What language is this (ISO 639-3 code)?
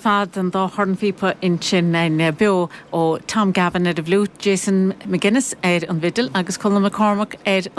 gle